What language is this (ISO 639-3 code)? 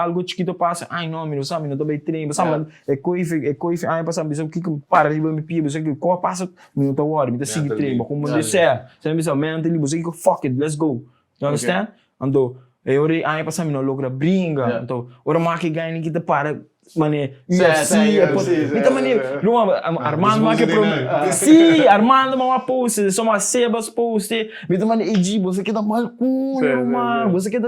pap